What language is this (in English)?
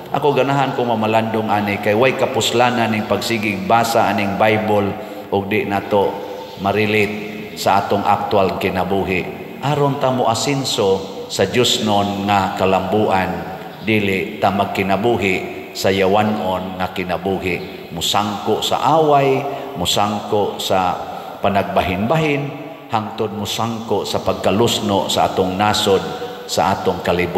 Cebuano